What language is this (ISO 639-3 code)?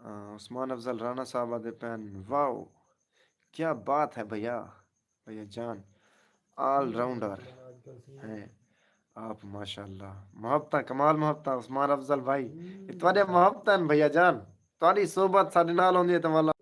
skr